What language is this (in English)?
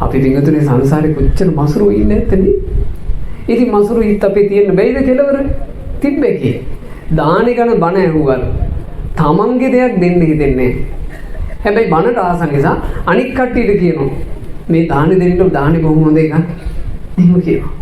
Sinhala